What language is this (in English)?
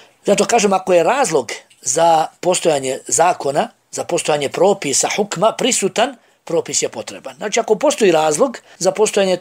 Bosnian